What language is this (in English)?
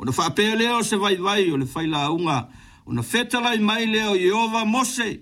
Samoan